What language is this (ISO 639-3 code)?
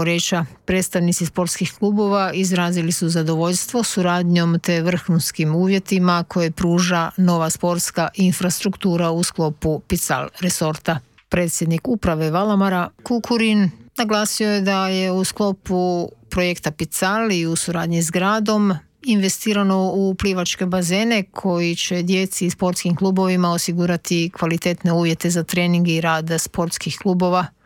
hrv